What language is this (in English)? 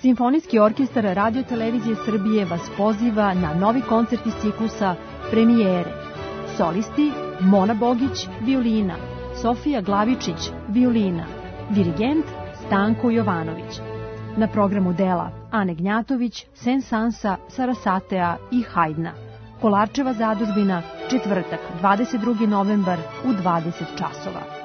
Serbian